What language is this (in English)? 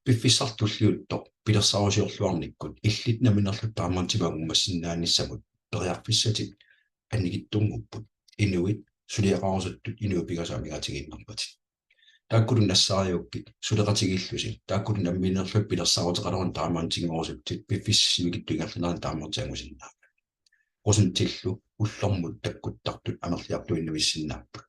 Kalaallisut